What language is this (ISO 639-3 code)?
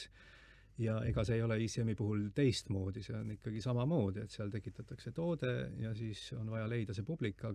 est